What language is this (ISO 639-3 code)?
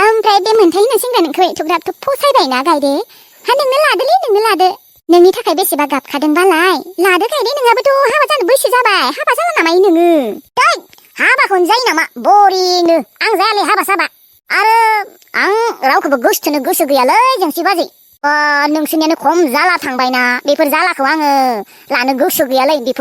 brx